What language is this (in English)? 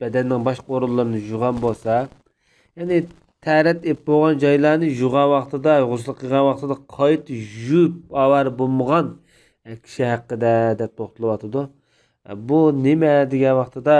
Uyghur